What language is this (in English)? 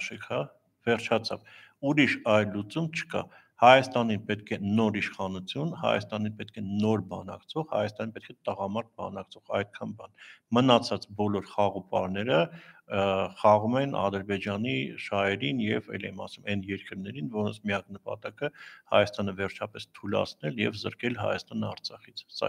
Armenian